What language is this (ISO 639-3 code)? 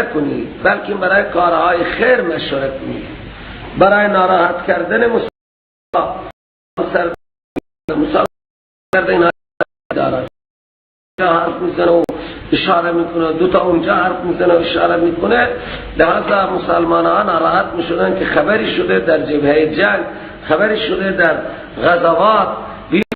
fas